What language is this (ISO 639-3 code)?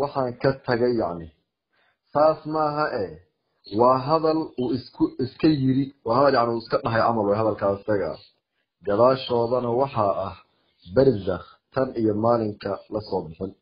som